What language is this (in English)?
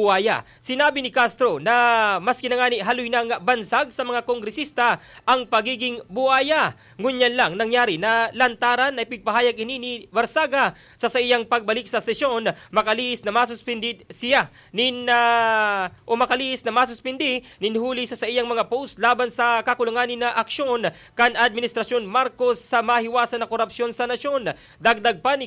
Bikol